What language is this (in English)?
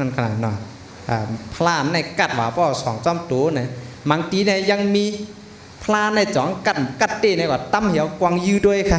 Shan